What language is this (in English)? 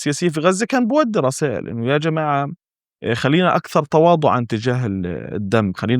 North Levantine Arabic